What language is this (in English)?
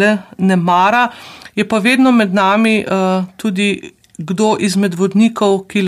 Slovenian